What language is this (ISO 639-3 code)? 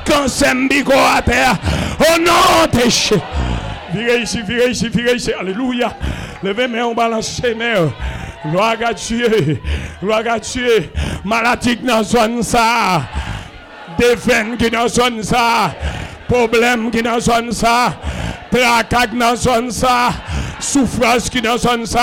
fra